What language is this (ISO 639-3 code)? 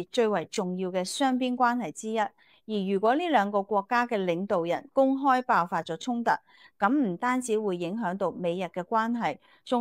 yue